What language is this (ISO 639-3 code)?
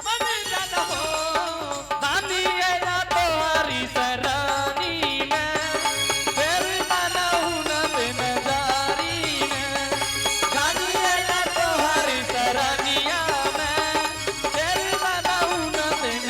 anp